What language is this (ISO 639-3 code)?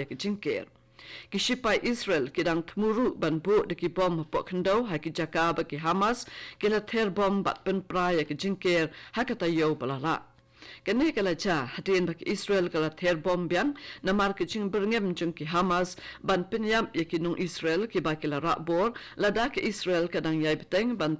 kha